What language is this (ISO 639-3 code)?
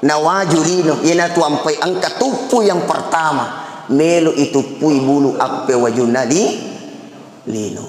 bug